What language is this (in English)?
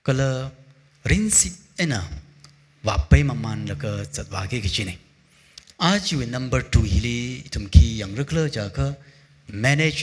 Tangkhul Naga (India)